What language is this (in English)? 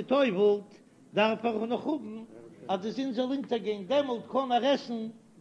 Yiddish